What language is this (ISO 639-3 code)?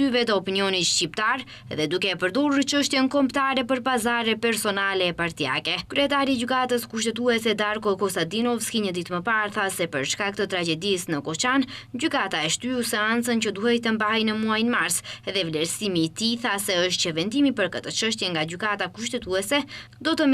sqi